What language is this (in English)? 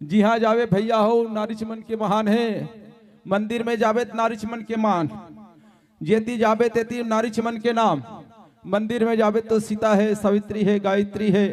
Chhattisgarhi